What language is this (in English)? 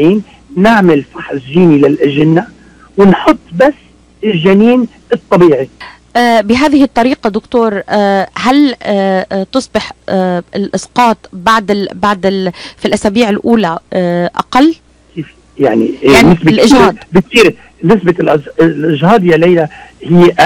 North Levantine Arabic